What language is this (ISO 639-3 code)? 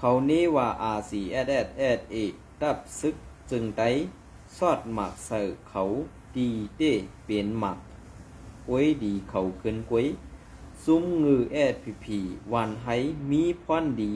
shn